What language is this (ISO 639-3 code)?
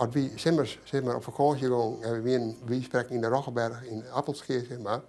fry